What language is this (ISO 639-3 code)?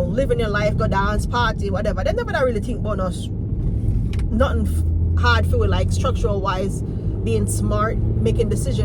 jam